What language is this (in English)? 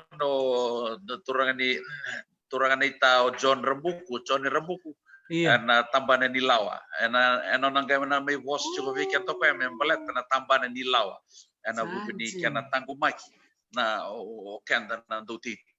Fijian